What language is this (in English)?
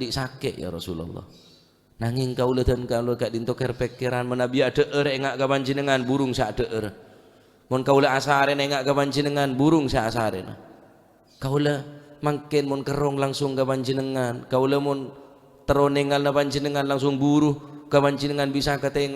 Madurese